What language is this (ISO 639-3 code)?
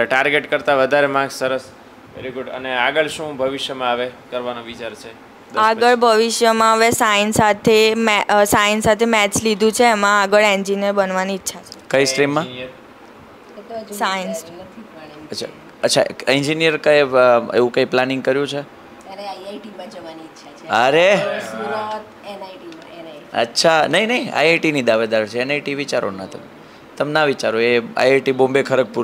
guj